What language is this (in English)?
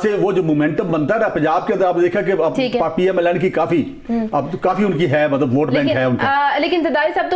Urdu